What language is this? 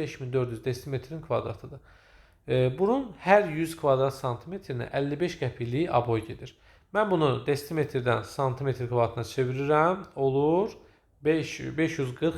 Azerbaijani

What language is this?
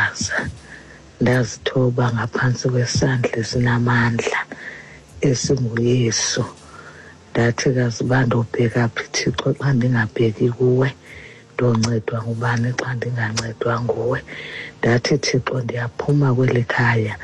Xhosa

